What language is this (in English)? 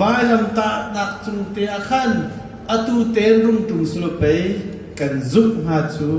Hakha Chin